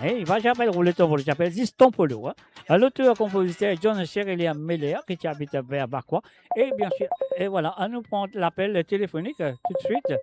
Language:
Morisyen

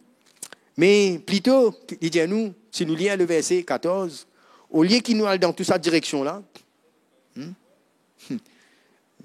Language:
Morisyen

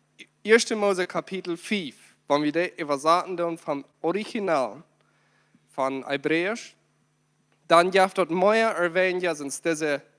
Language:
Plautdietsch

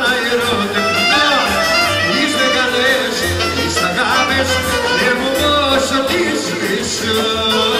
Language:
Greek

